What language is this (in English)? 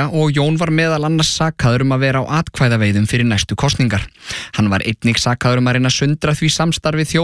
Icelandic